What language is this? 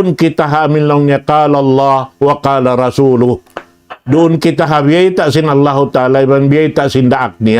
Tausug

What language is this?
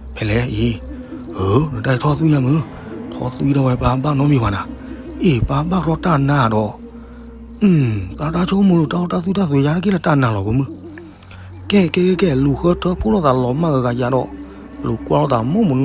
S'gaw Karen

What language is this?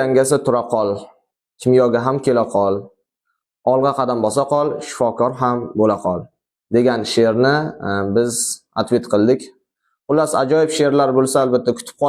Uzbek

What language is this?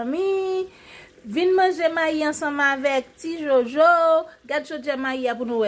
Haitian Creole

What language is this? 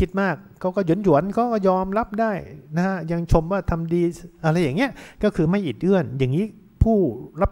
Thai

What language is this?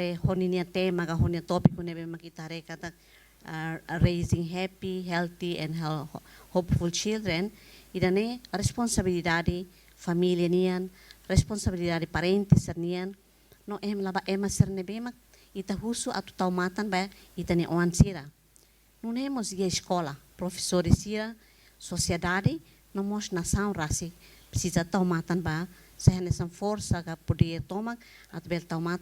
Tetum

